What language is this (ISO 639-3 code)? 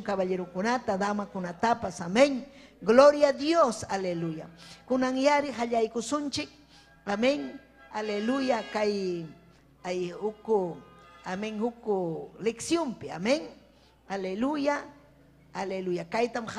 quy